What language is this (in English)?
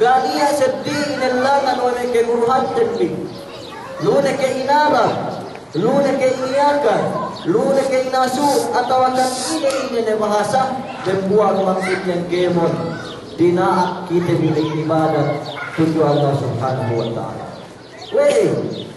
Yakan